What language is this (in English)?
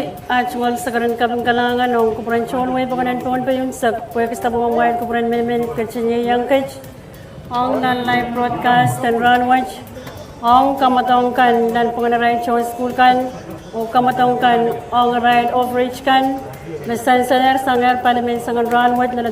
Pohnpeian